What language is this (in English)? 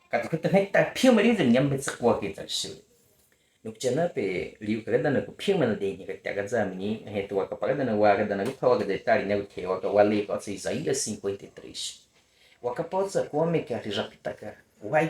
Baniwa